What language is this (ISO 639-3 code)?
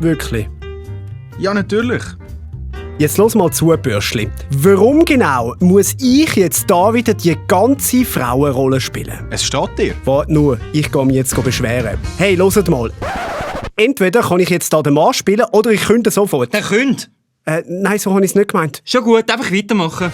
gsw